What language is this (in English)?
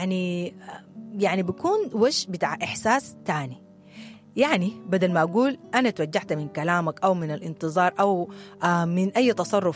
Sudanese Arabic